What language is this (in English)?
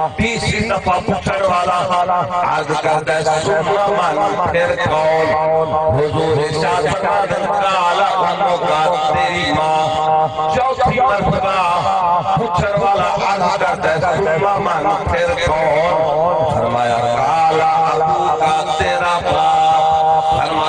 Saraiki